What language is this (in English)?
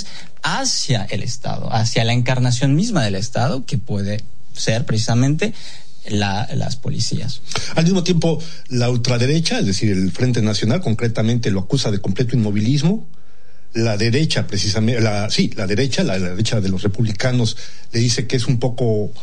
Spanish